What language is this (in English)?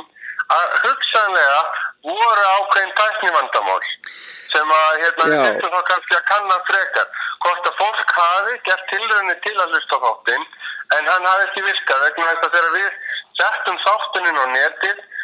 Icelandic